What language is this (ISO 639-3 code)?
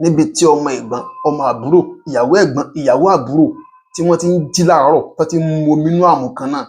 yor